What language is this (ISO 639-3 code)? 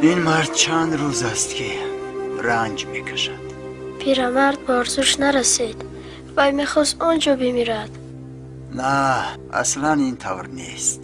tgk